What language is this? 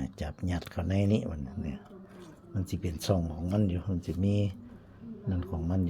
Northeastern Thai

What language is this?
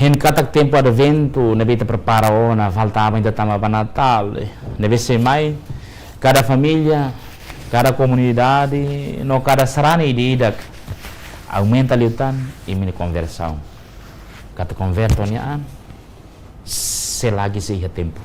Tetum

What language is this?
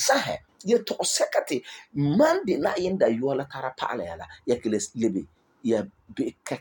Frafra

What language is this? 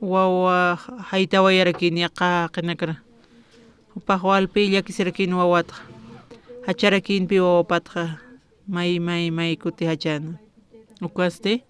Aymara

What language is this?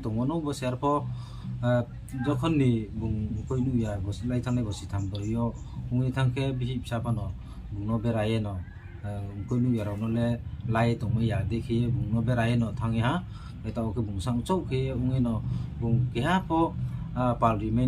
Riang (India)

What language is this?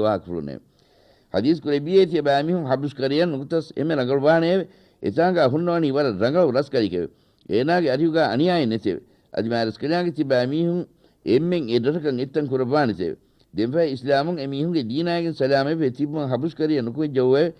Divehi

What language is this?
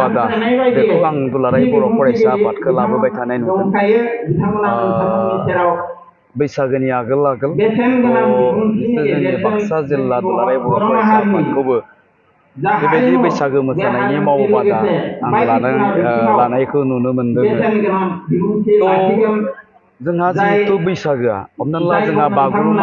Bodo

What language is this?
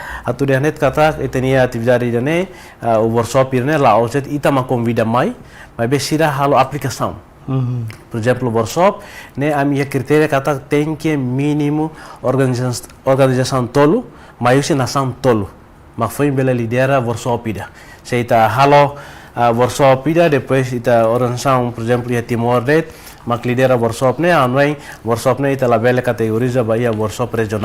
Tetum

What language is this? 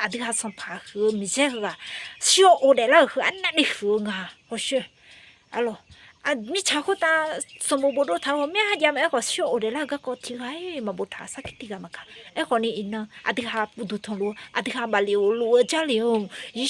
Akha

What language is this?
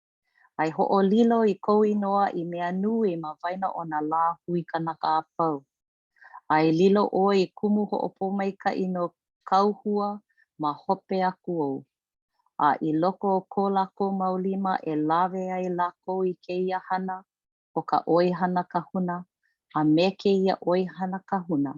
Hawaiian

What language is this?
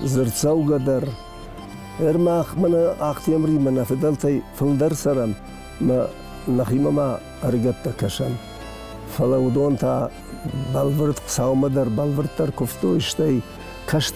Ossetic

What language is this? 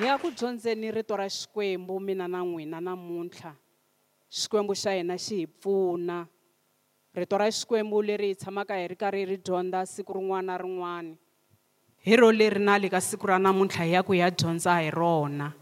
Tsonga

